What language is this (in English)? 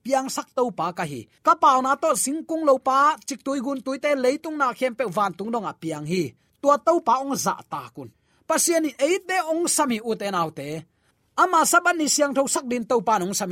Tedim Chin